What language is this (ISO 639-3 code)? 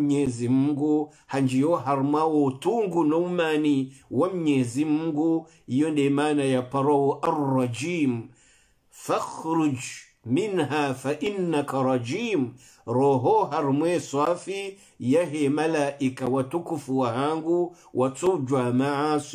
swa